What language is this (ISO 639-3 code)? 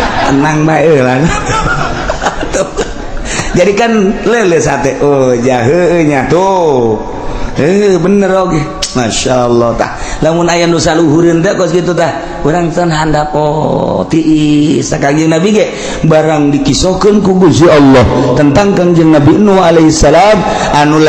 sun